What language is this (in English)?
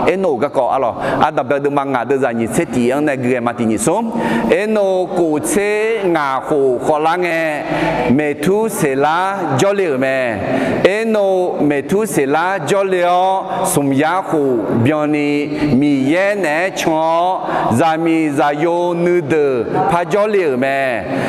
Akha